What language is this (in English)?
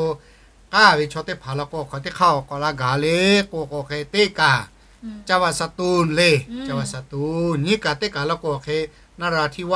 Lahu